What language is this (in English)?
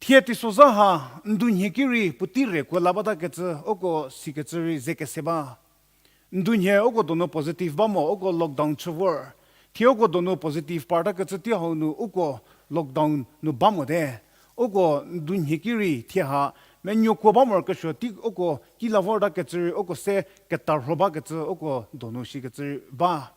Angami Naga